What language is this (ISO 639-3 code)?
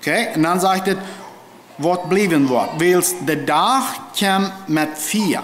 pdt